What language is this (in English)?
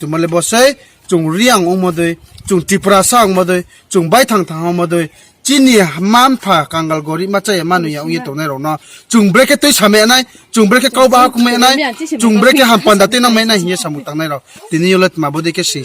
Riang (India)